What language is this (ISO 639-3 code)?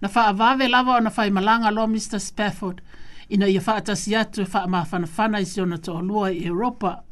smo